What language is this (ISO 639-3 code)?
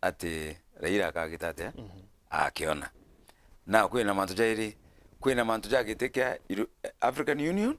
mer